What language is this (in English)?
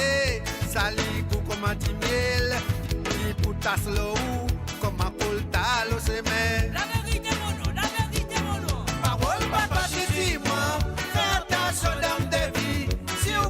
Morisyen